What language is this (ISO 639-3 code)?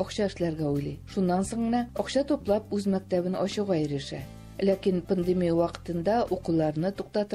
tat